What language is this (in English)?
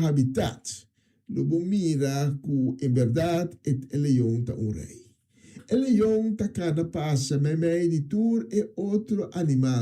Papiamento